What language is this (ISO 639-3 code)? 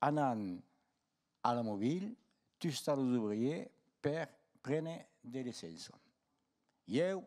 oci